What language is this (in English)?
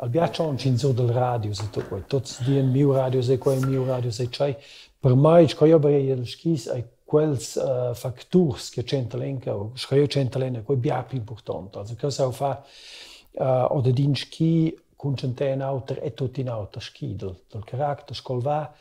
Romansh